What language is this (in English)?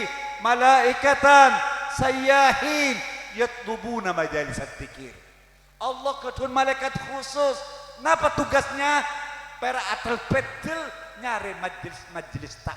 Madurese